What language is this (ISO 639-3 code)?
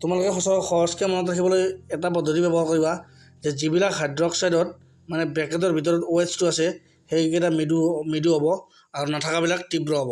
asm